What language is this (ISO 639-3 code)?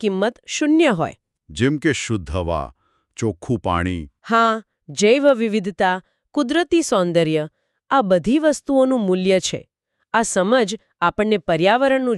guj